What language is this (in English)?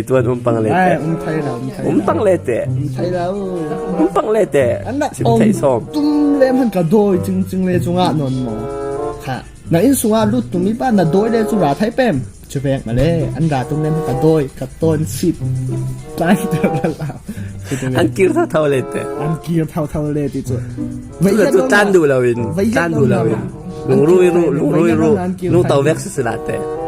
Falam Chin